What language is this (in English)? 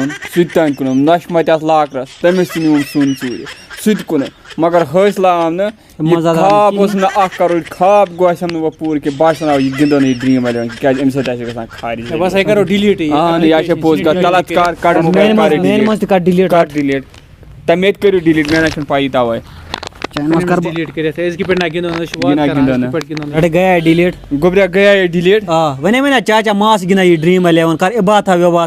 Kashmiri